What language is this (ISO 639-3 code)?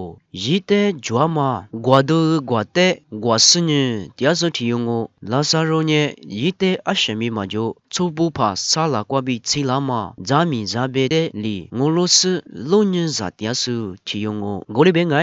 lis